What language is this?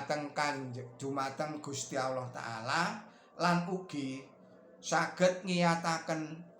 Javanese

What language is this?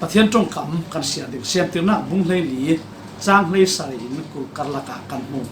Falam Chin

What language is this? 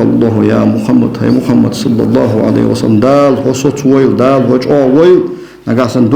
Ingush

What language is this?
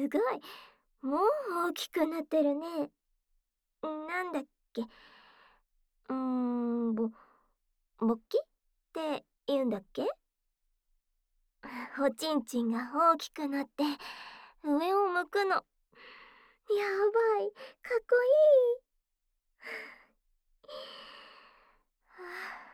Japanese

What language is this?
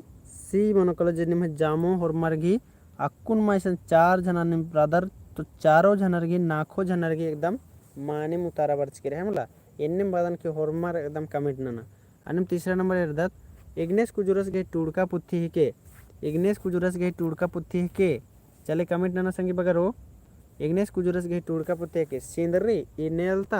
Kurukh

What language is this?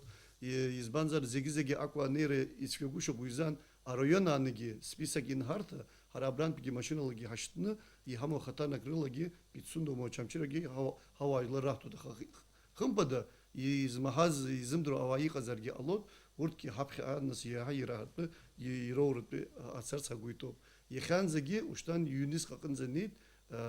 Abkhazian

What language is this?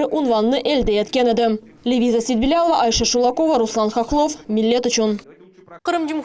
Crimean Tatar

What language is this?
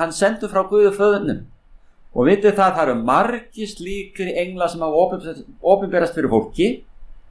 Icelandic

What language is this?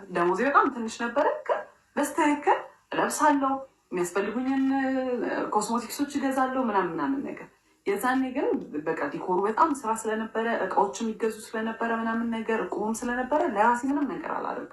Amharic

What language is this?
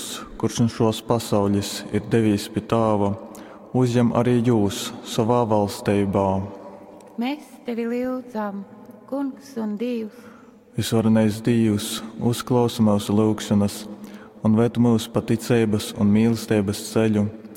Latgalian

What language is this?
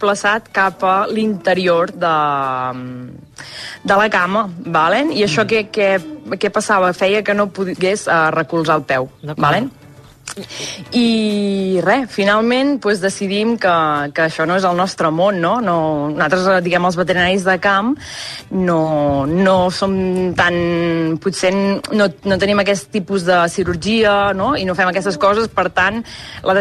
Catalan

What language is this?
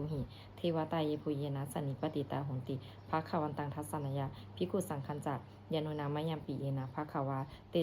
Pali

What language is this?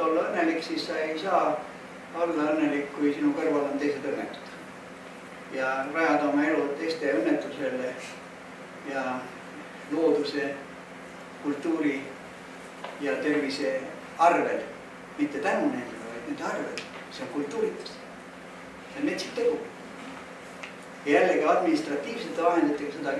Estonian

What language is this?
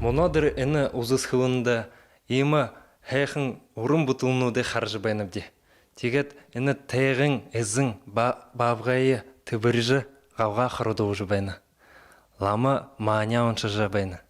Buriat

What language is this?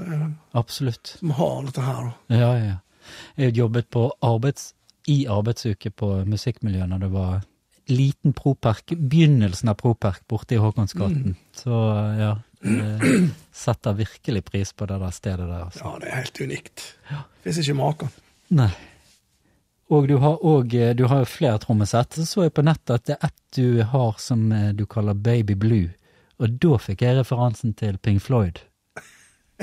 Norwegian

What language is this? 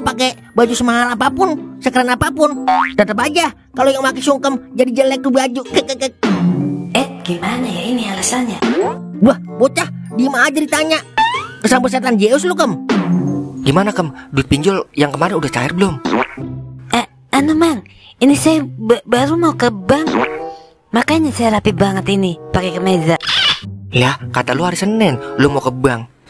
Betawi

